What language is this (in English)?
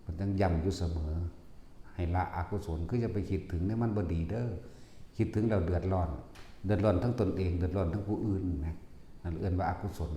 Northeastern Thai